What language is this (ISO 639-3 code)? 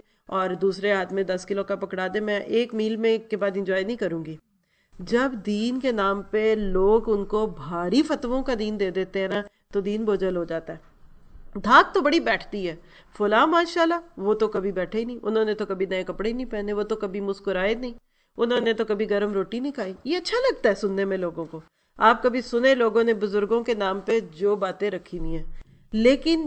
urd